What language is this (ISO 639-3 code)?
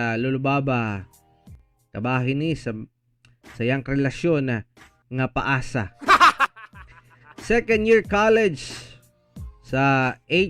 ceb